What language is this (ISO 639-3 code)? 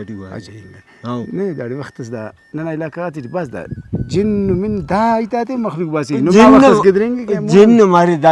brh